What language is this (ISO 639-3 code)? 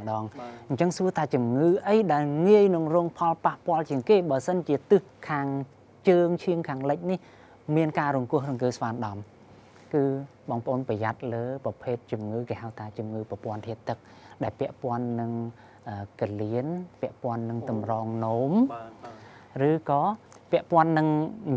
khm